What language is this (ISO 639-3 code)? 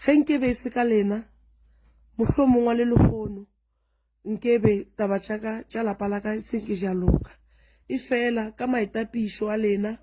nso